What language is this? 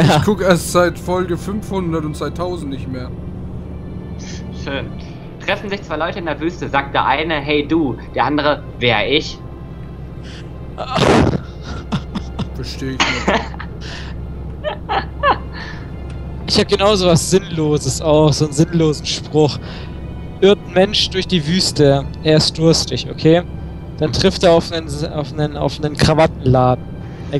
German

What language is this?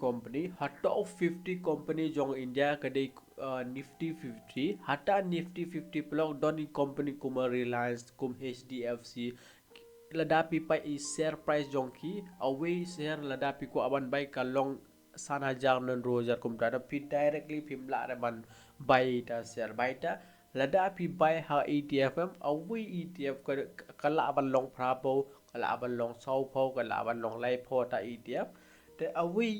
Khasi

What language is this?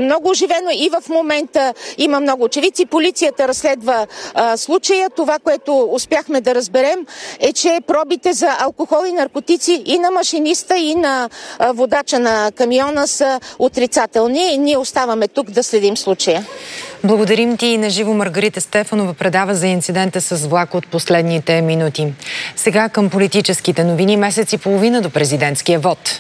Bulgarian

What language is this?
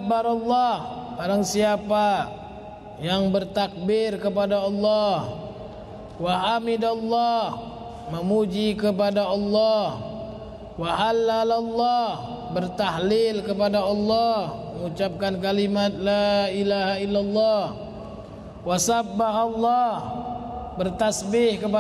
Indonesian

